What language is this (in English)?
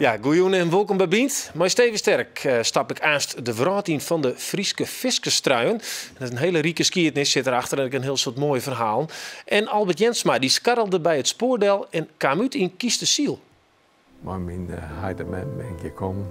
Western Frisian